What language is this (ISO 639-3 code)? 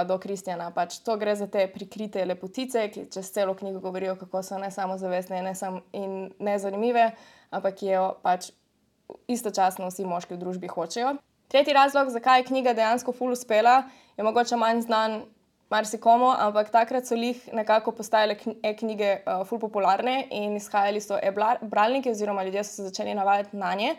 slv